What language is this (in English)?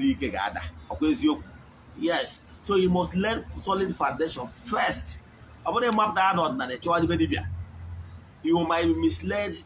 Igbo